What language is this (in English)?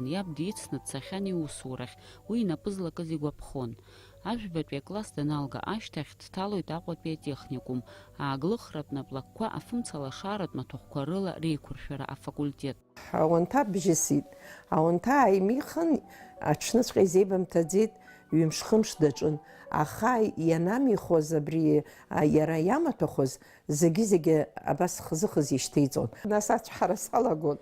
Abkhazian